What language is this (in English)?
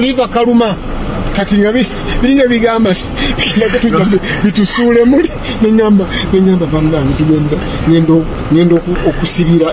Ganda